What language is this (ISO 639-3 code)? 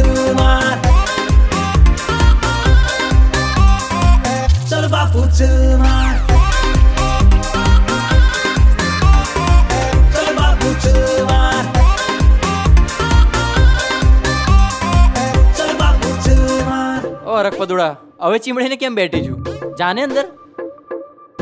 guj